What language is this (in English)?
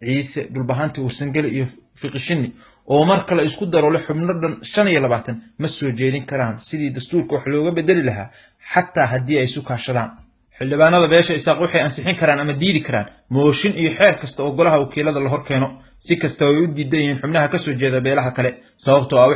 Somali